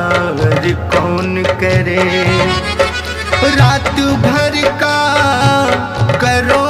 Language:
Hindi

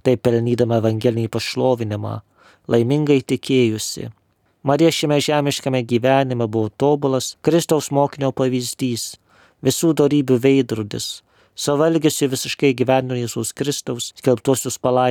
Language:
Lithuanian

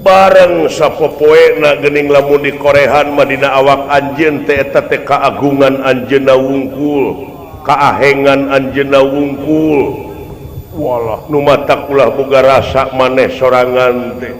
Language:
Sundanese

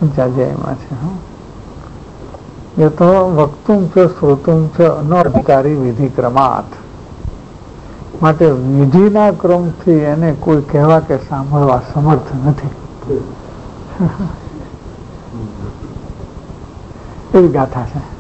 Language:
Gujarati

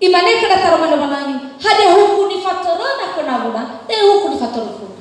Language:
Nias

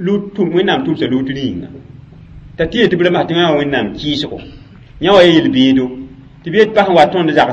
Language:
Mossi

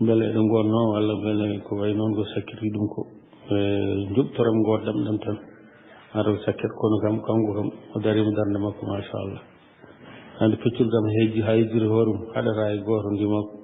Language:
Fula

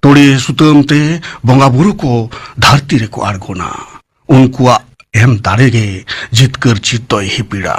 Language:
Santali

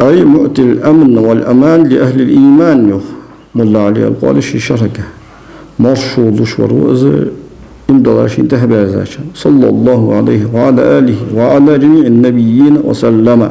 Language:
Ingush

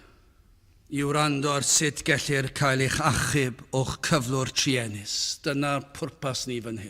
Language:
Welsh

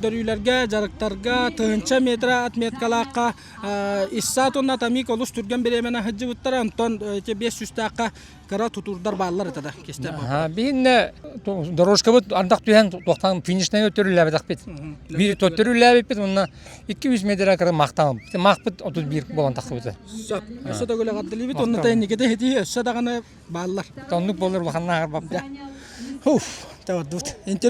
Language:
Yakut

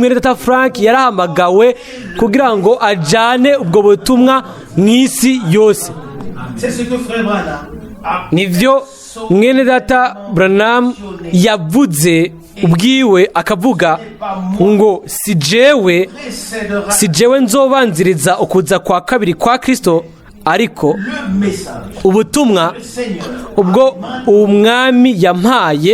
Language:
Rundi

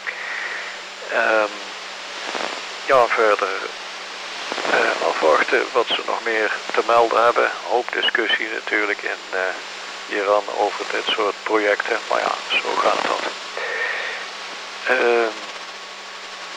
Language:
Dutch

